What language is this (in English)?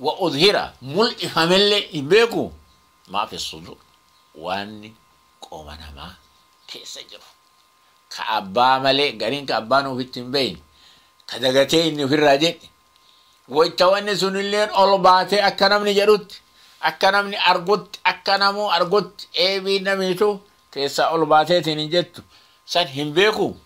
Oromo